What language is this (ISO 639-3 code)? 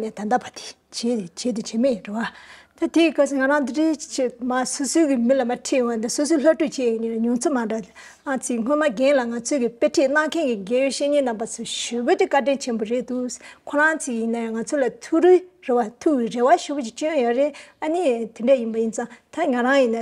bod